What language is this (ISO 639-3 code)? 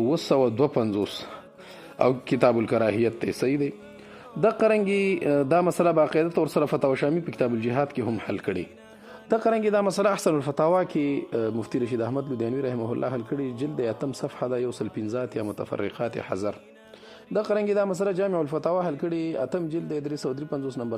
pus